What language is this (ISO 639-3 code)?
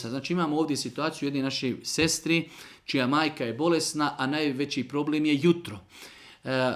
srp